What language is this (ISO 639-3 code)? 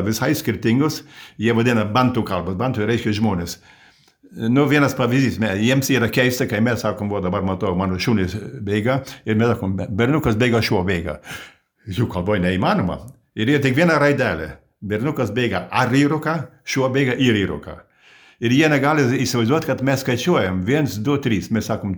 lit